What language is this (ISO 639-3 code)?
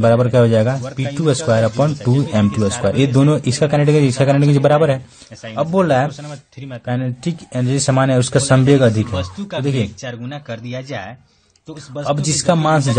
hin